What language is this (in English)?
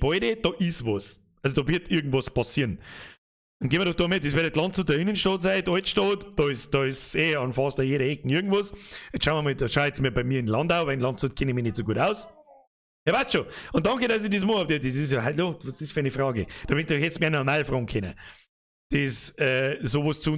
Bavarian